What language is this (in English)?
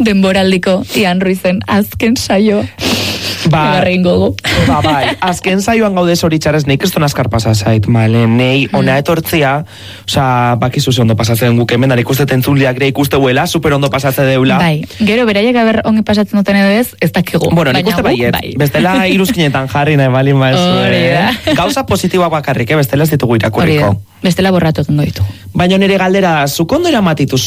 Basque